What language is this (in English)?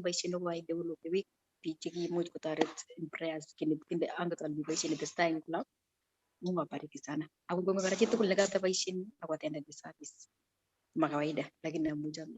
Kalenjin